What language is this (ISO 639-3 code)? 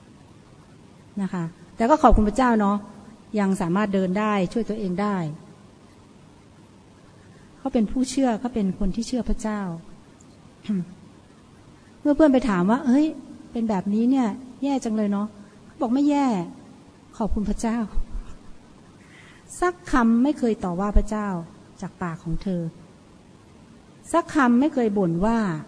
tha